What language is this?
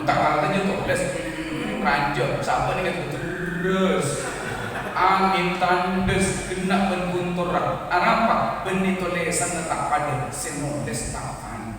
Madurese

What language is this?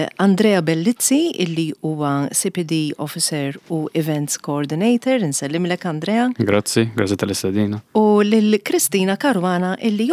Maltese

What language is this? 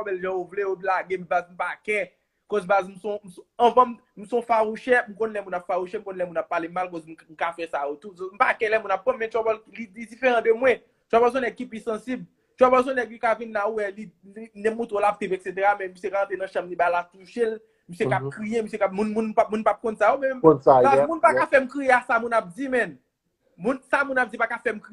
Haitian Creole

